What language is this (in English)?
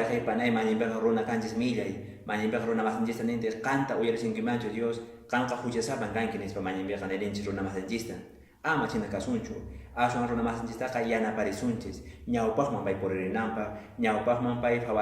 Quechua